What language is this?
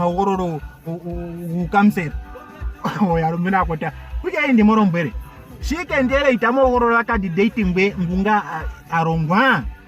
Ndonga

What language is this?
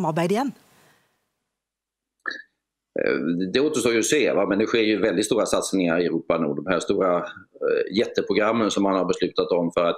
Swedish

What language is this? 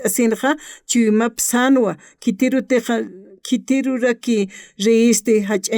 Aymara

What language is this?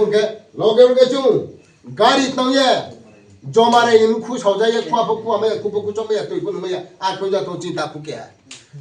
Riang (India)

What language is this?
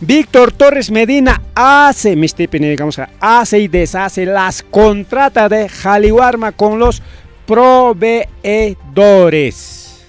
Ayacucho Quechua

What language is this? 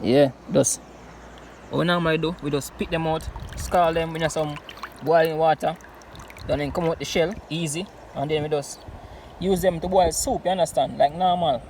Jamaican Creole English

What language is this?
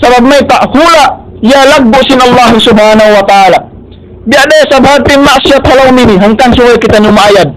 Tausug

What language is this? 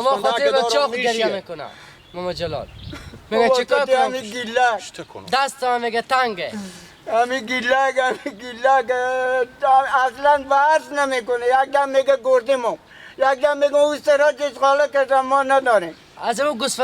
Persian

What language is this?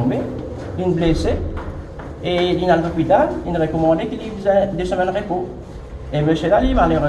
Morisyen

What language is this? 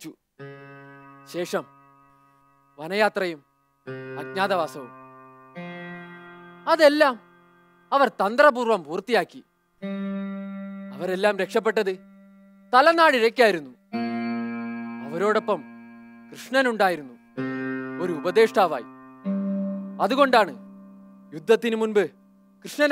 Malayalam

